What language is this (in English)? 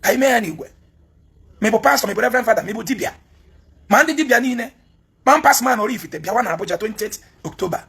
Igbo